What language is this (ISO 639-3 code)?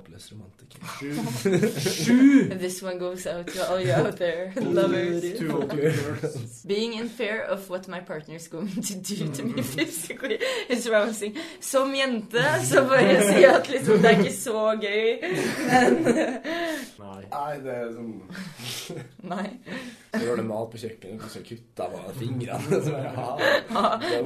nor